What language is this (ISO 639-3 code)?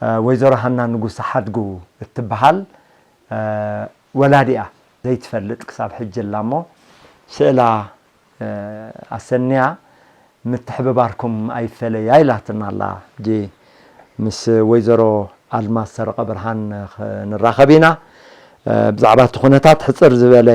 tir